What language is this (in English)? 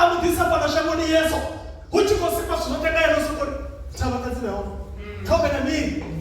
Venda